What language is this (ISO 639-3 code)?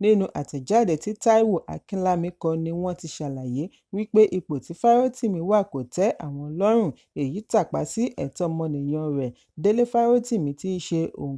yor